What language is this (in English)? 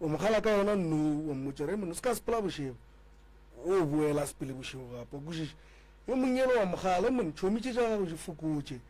Northern Sotho